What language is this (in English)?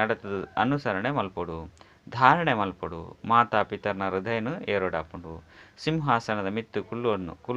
Tulu